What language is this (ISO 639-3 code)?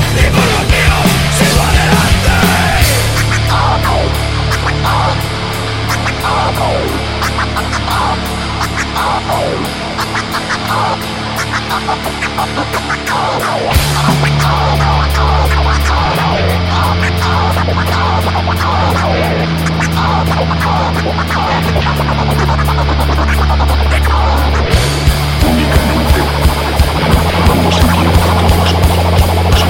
eus